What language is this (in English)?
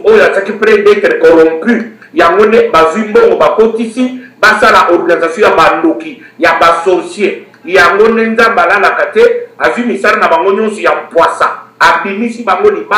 Lingala